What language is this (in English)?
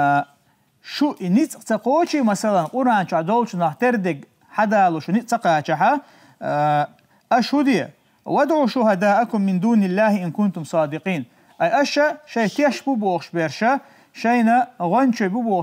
Chechen